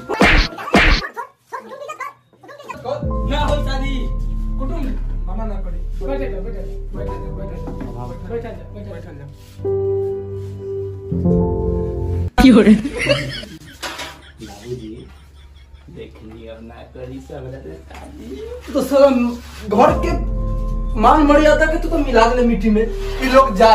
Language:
Bhojpuri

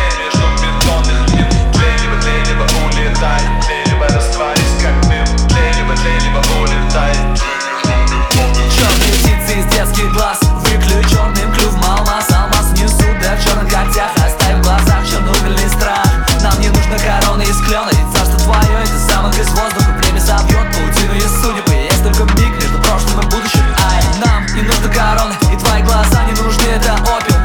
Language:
Russian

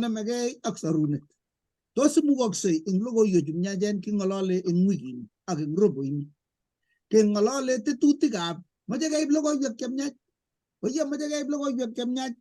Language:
Kalenjin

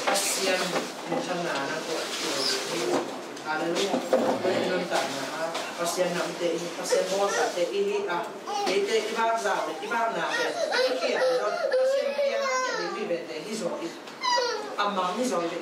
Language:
Tedim Chin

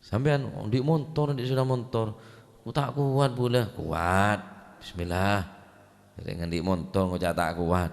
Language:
Madurese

